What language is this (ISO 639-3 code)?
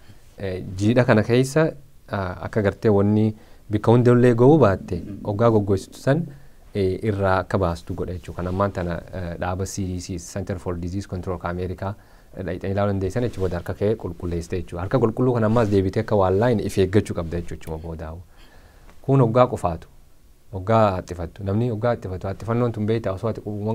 orm